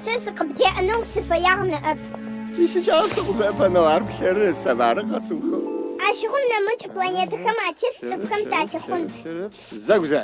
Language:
Adyghe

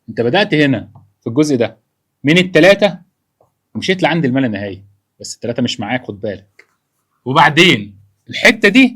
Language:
Egyptian Arabic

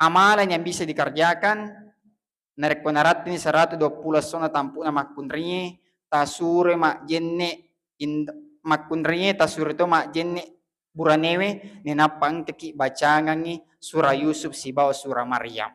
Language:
Buginese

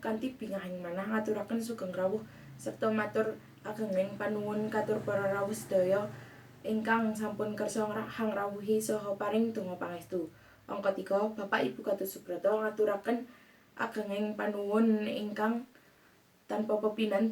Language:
Javanese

